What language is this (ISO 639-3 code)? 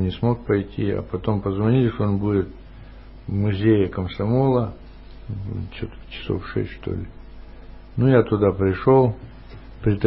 rus